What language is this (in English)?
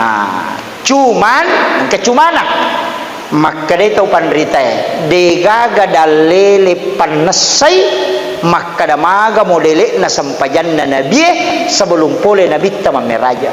Buginese